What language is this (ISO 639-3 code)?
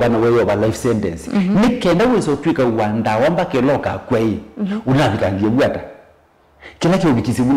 kam